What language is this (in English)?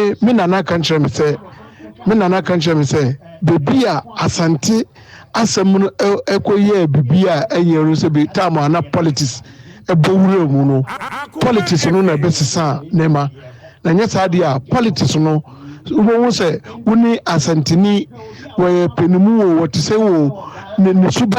Akan